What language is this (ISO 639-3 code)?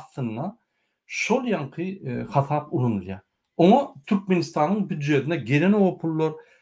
tuk